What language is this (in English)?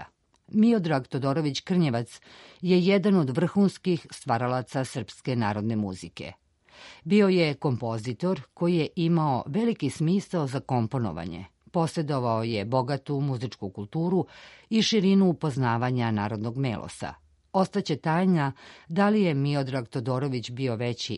Serbian